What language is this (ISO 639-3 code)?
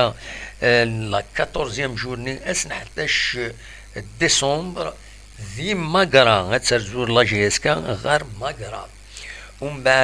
kab